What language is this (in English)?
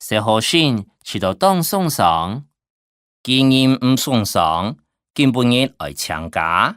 Hakka Chinese